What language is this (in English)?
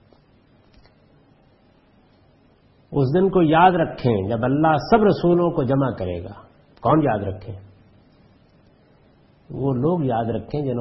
Urdu